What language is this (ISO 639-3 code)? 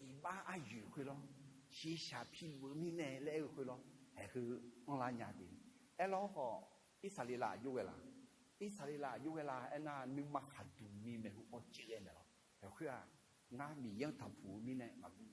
ahk